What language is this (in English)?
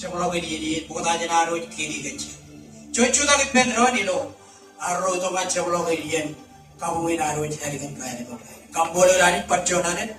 Marshallese